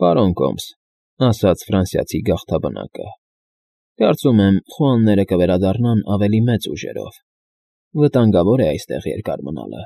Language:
Armenian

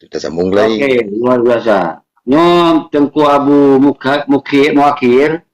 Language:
Achinese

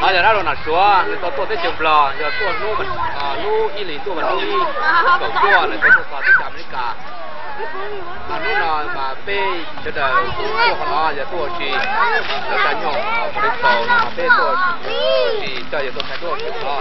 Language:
Hmong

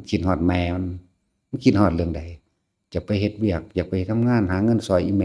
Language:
Northeastern Thai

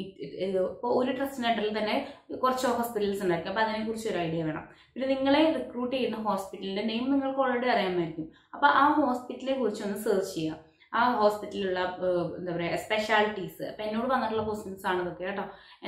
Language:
Malayalam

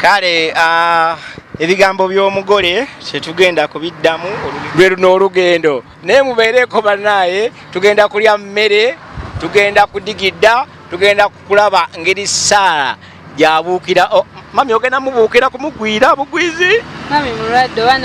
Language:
Ganda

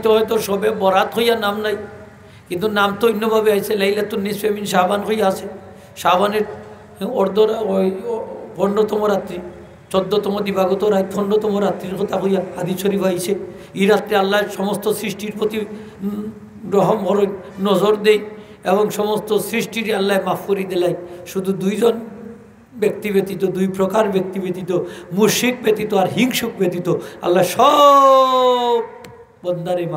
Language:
Sylheti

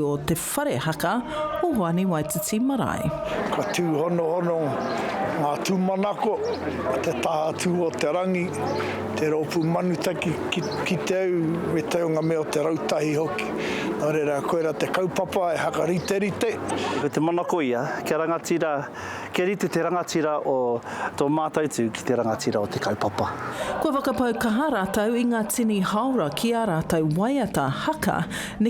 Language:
Māori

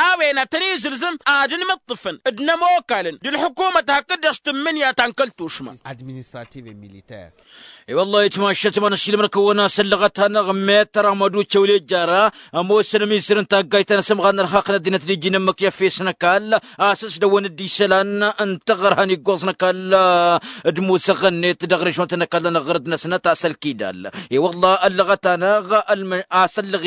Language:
Tamasheq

